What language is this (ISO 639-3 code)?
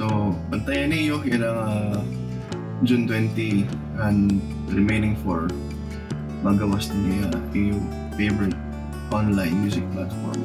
war